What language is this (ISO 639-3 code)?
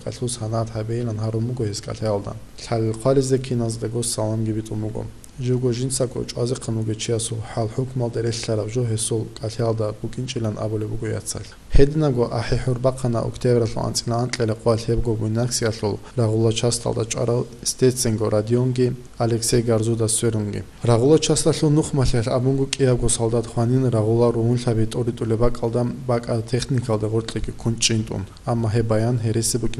ava